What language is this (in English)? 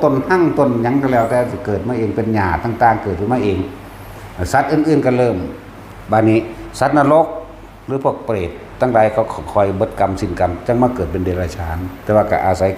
Northeastern Thai